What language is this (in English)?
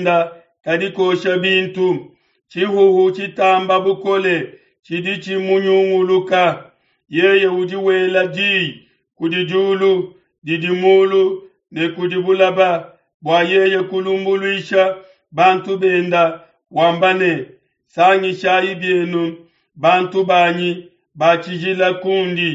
Luba-Lulua